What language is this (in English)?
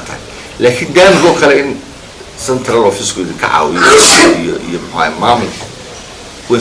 Somali